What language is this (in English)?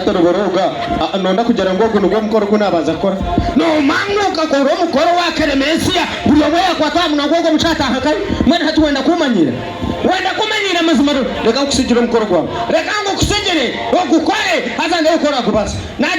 Nyankole